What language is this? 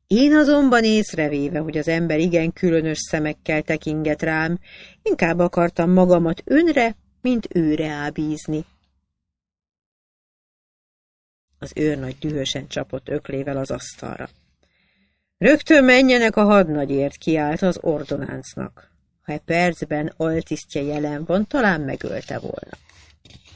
Hungarian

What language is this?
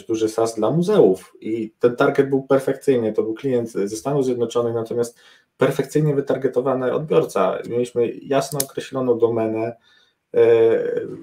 Polish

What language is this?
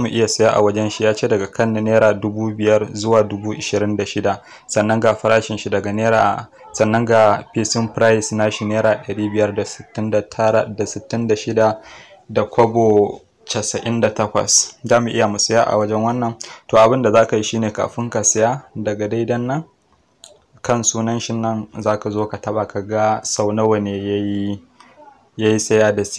Hausa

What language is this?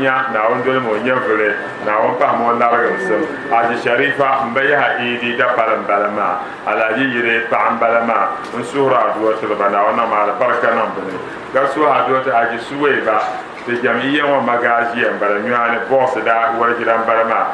Dagbani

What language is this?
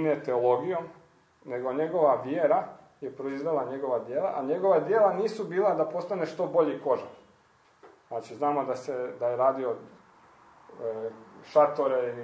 Croatian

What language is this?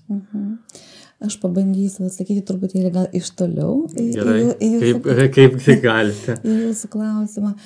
Lithuanian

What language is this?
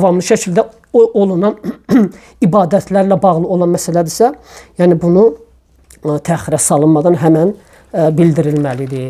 Azerbaijani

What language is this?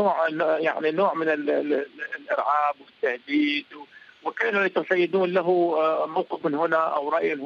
Arabic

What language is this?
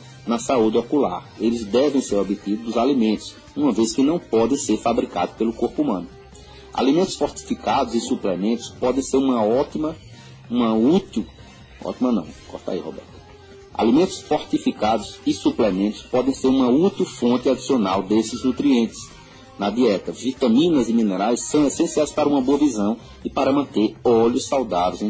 Portuguese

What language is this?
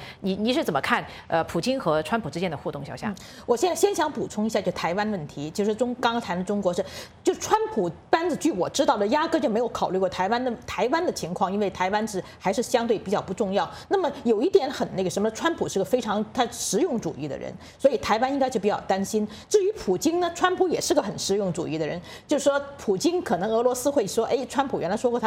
Chinese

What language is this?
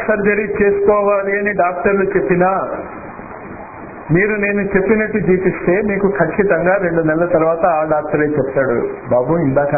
Telugu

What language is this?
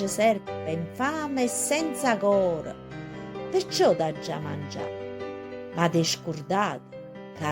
Neapolitan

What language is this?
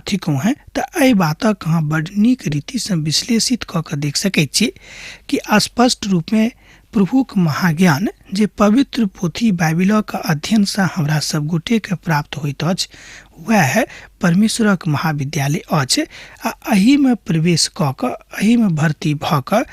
Maithili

